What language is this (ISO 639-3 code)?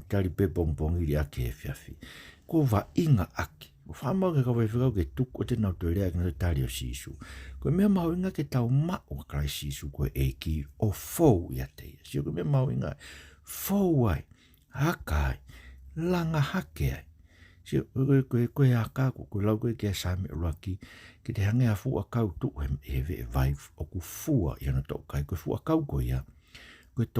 ton